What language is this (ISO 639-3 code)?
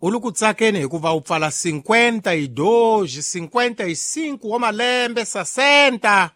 tso